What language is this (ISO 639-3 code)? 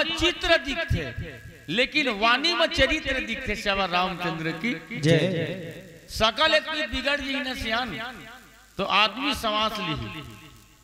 hne